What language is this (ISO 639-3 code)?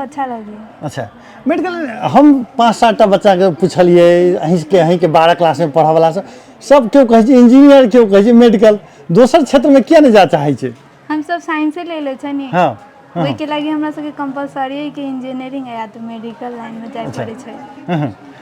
mai